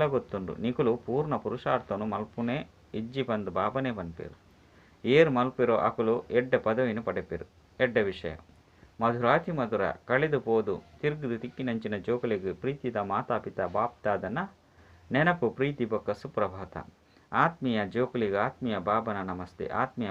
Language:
Tulu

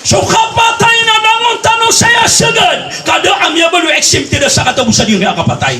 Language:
Maranao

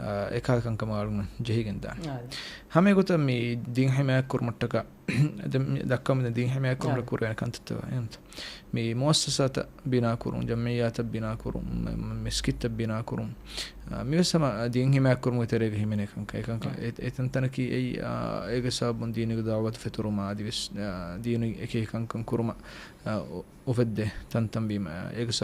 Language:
Divehi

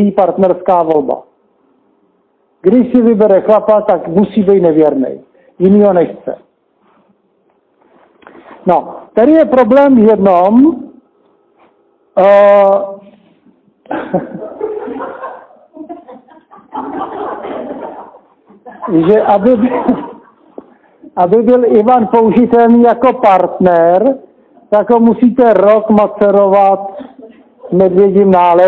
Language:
Czech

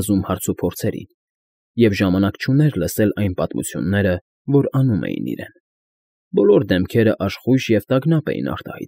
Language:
Armenian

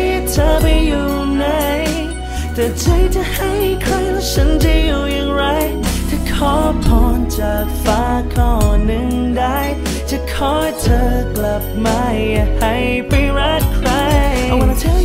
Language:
Thai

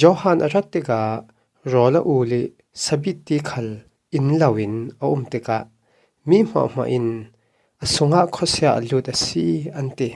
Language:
Falam Chin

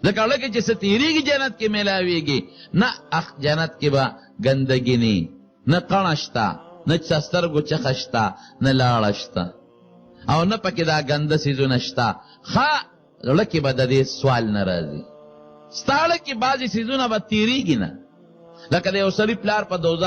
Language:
Pashto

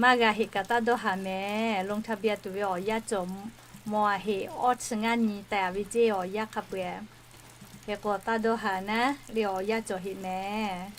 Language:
Lahu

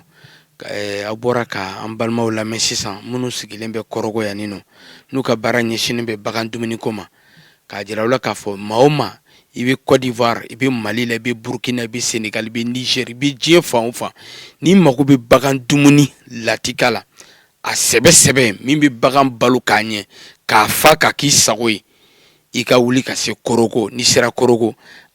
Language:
Bambara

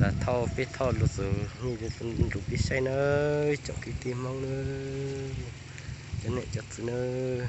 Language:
Hmong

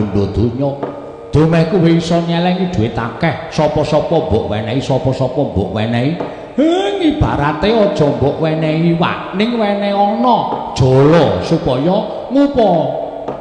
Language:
Javanese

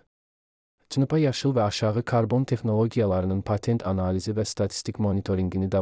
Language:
Azerbaijani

